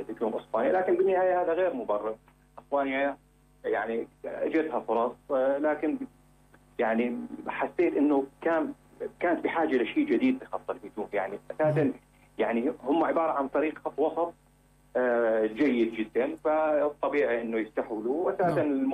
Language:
North Levantine Arabic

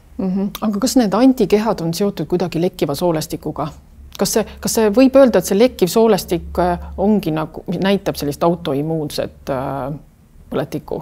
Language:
Estonian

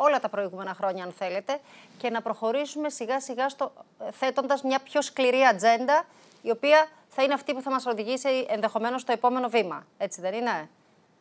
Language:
Greek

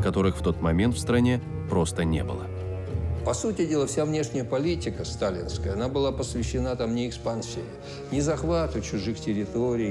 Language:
Russian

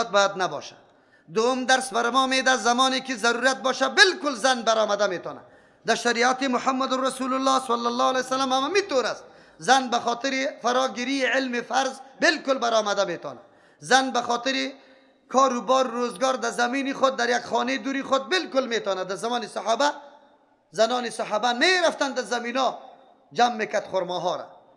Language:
Persian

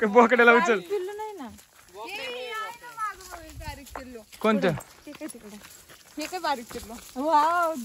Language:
Marathi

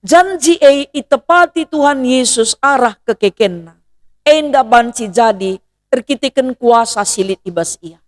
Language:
Batak Karo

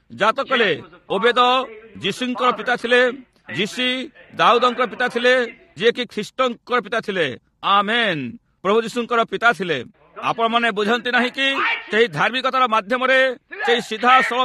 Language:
Odia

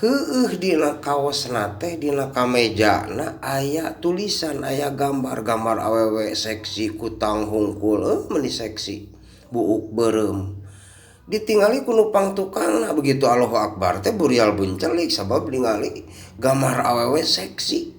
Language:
Sundanese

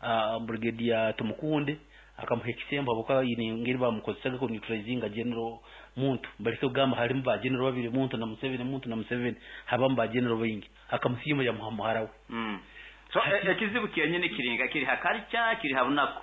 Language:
Nyoro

